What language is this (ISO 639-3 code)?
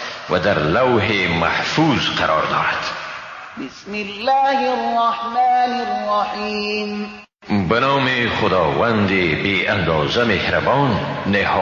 fas